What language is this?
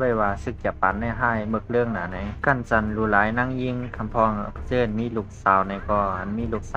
Shan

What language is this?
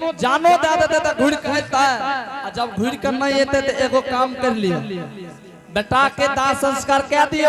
Angika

